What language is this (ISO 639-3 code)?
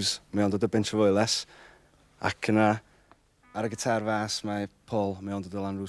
cym